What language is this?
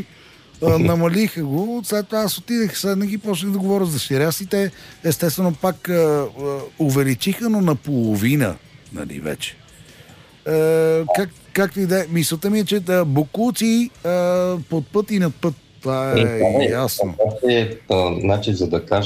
Bulgarian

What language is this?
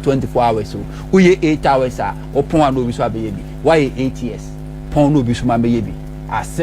Akan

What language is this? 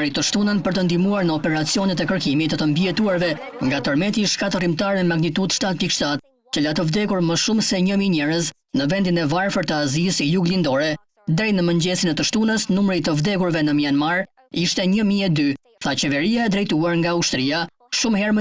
Albanian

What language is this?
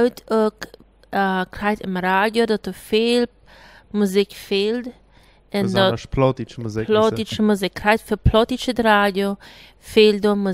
Plautdietsch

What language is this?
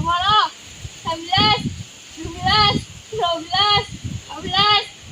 Madurese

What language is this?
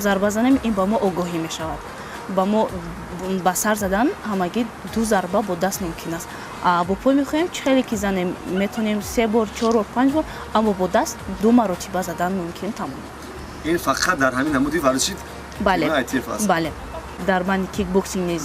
Tajik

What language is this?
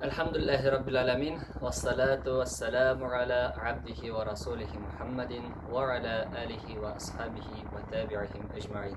Tatar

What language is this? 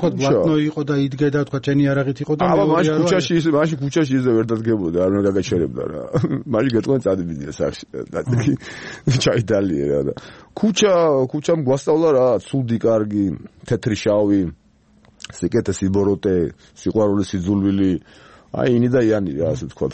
Georgian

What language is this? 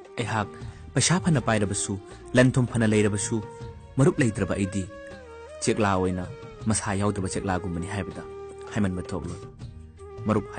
Manipuri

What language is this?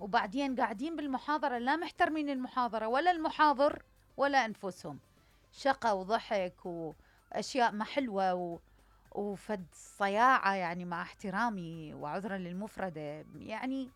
Mesopotamian Arabic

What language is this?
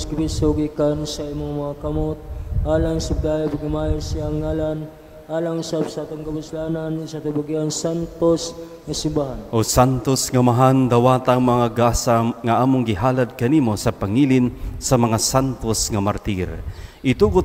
Cebuano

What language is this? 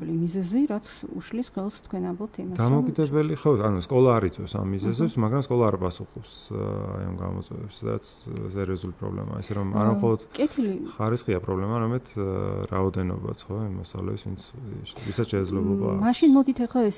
Georgian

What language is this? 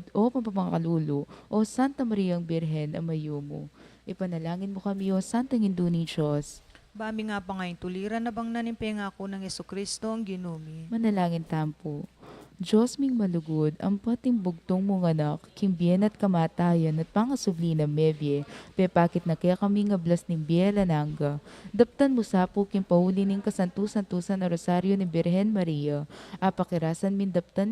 Pampanga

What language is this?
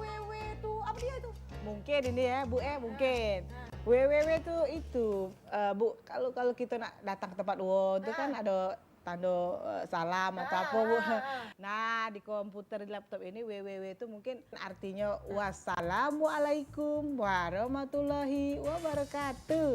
Musi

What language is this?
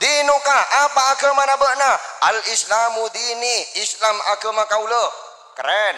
Madurese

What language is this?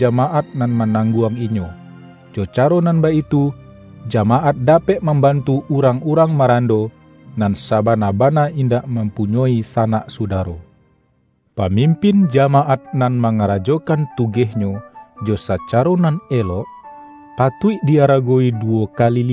Minangkabau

